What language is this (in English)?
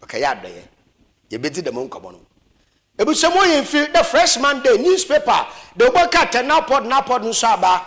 Akan